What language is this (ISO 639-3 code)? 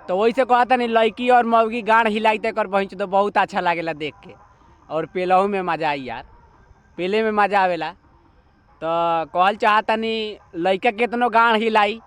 bho